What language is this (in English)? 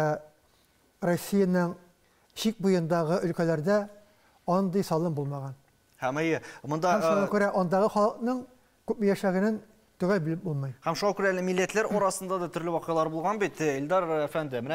Tatar